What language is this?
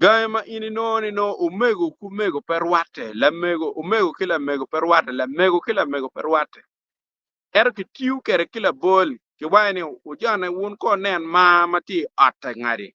Acoli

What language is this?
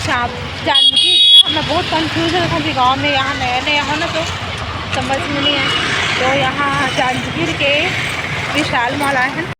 Chhattisgarhi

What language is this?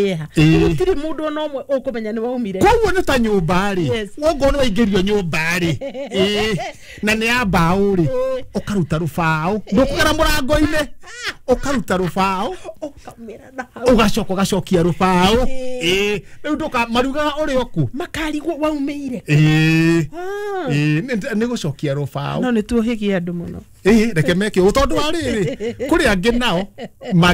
Kikuyu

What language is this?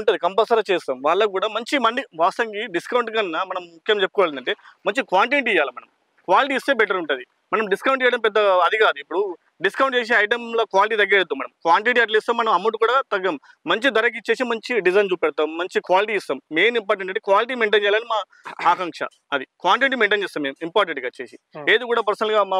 Telugu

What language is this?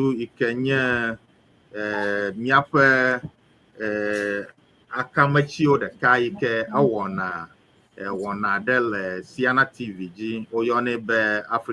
Ewe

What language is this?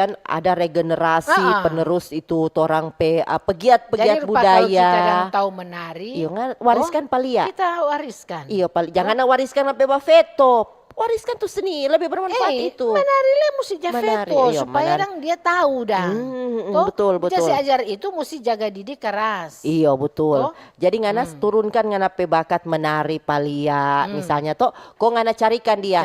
Manado Malay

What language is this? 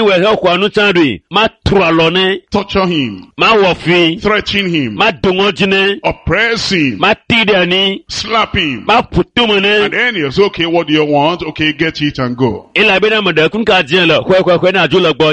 Ewe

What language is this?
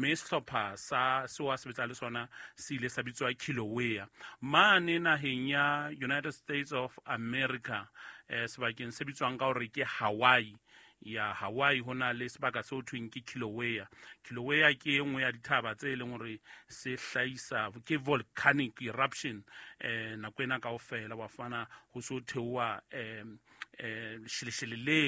Southern Sotho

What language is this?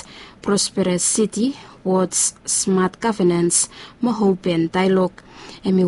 Bislama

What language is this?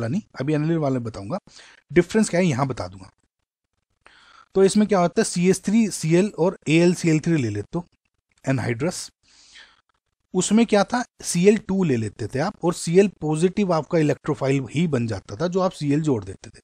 Hindi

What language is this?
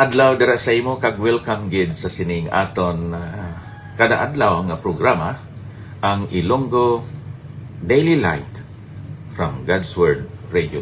Hiligaynon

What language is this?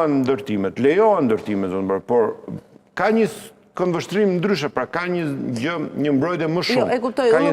Albanian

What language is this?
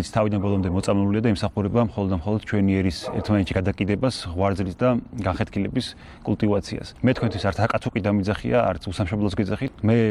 Georgian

